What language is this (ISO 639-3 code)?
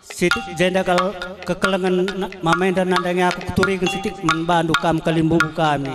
btx